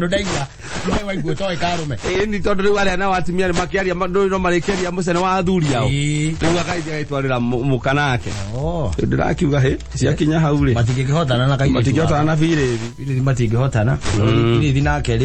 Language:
Kikuyu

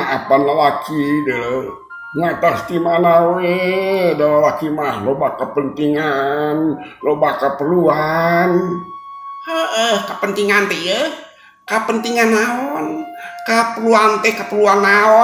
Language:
Sundanese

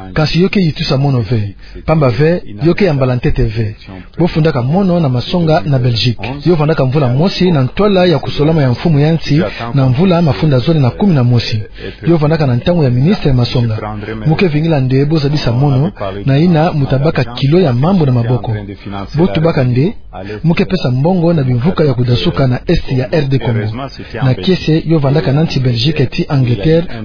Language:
Kituba (Democratic Republic of Congo)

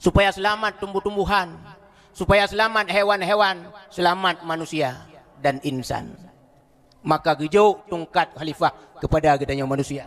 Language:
Achinese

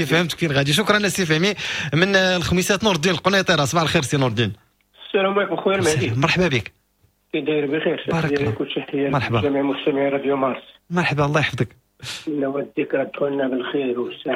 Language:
Moroccan Arabic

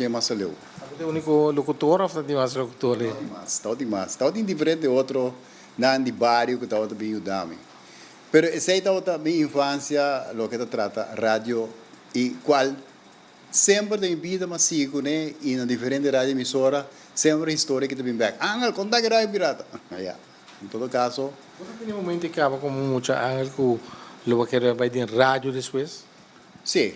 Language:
Papiamento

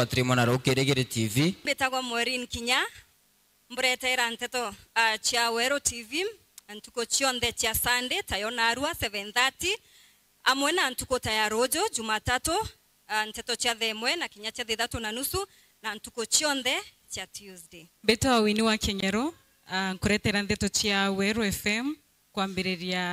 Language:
Meru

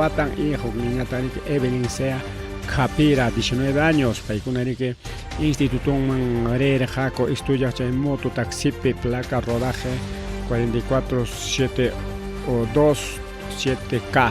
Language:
Ayacucho Quechua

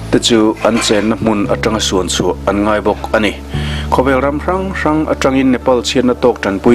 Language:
Mizo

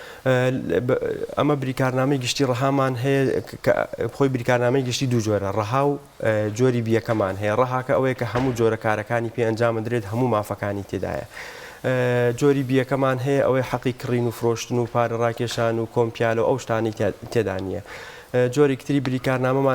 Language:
Central Kurdish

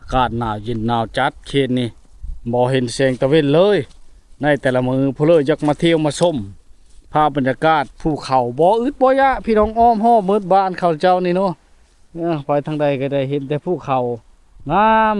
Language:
Lao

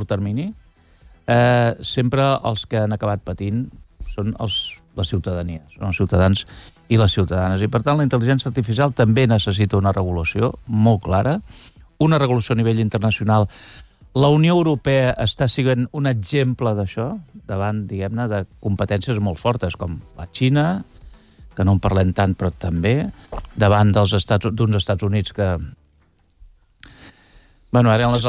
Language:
Catalan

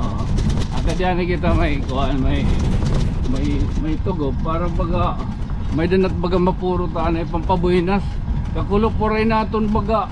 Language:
Waray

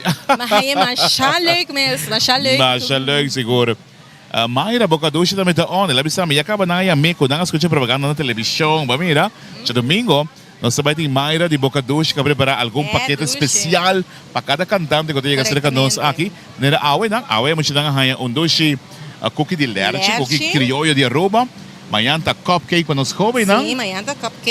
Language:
Papiamento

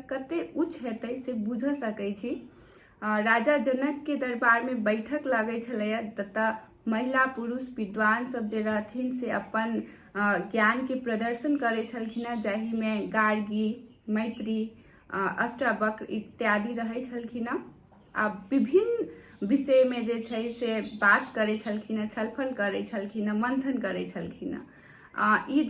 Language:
Maithili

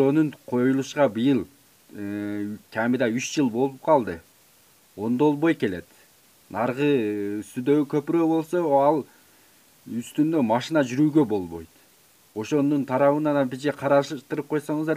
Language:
Kyrgyz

